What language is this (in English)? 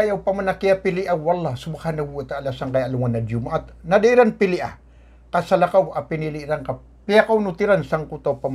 Maranao